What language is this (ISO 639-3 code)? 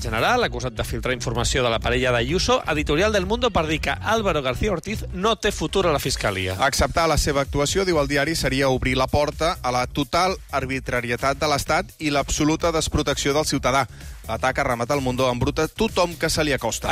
cat